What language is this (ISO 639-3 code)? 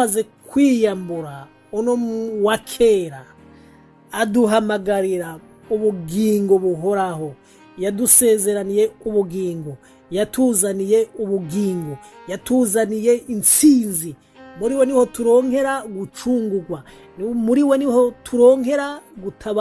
run